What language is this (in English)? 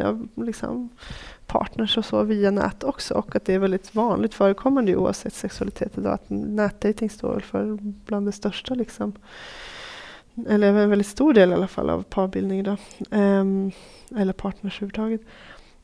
Swedish